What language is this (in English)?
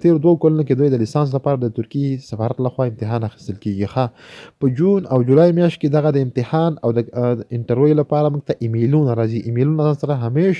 Pashto